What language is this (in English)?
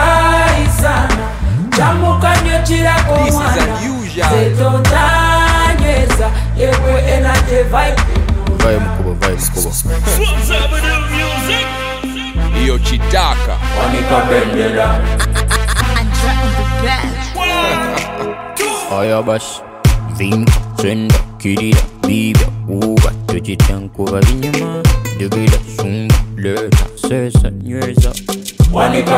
Swahili